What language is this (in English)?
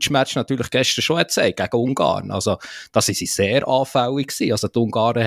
German